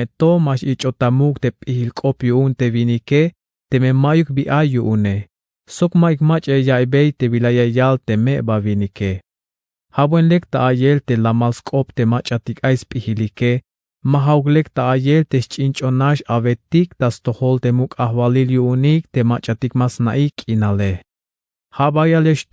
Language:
Tzeltal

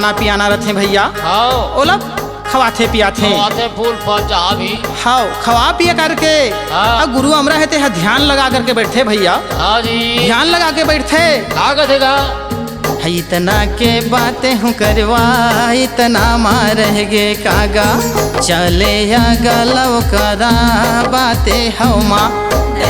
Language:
Chhattisgarhi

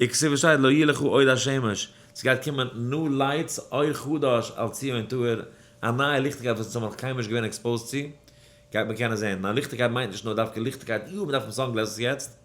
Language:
Yiddish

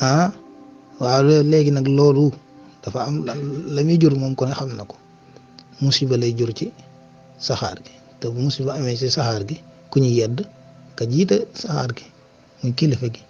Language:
Wolof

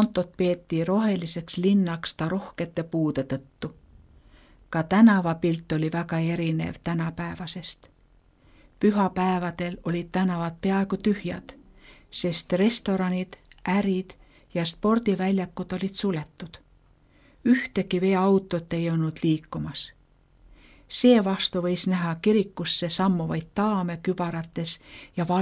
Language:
Estonian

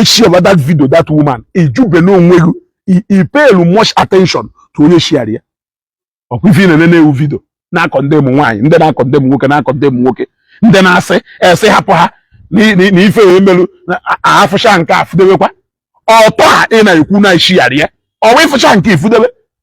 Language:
Igbo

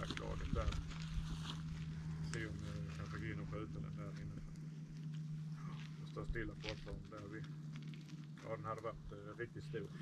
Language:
Swedish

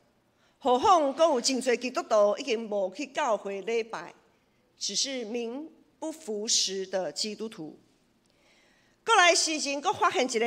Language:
Min Nan Chinese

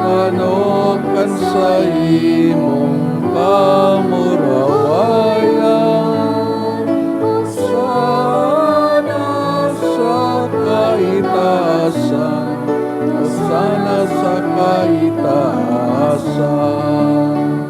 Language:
Bikol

